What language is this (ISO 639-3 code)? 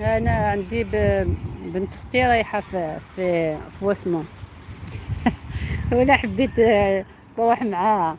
arq